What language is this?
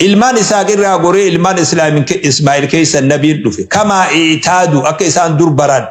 Oromo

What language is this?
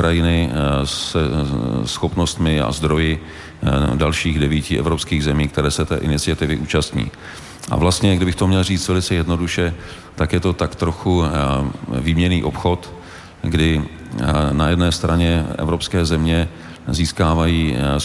Czech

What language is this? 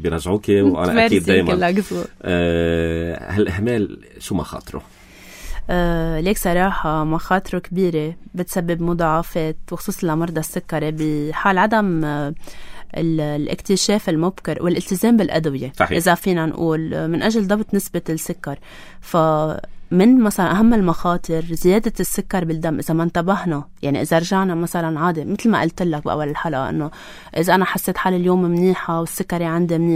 North Levantine Arabic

